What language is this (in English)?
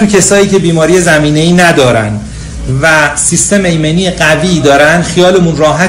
Persian